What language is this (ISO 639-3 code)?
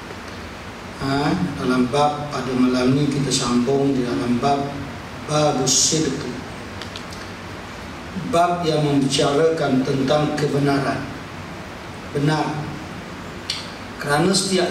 msa